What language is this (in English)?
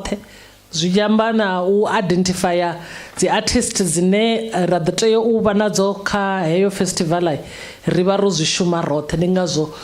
Venda